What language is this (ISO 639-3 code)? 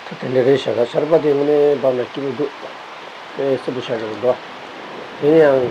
bod